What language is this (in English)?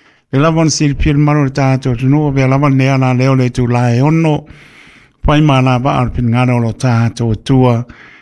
Samoan